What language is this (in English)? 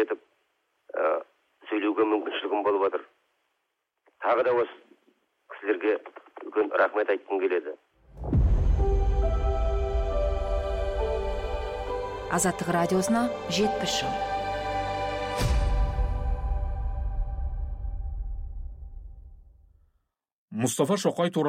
Kazakh